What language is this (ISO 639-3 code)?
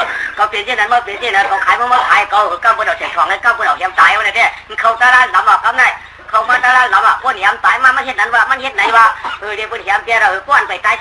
shn